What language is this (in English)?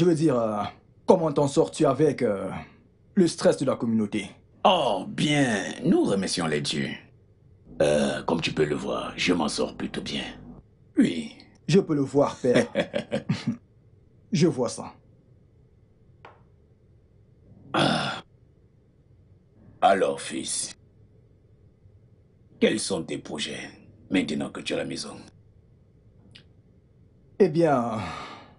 French